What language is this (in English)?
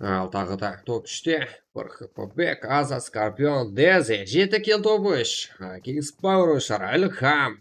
Kara-Kalpak